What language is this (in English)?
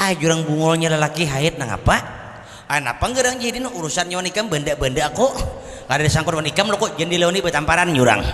Banjar